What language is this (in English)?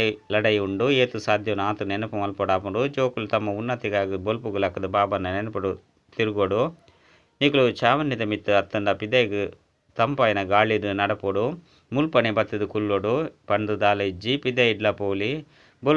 Tulu